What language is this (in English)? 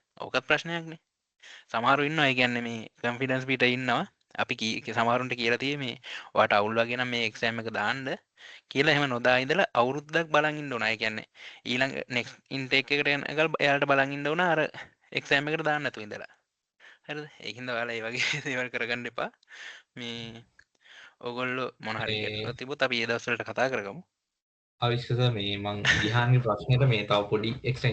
Sinhala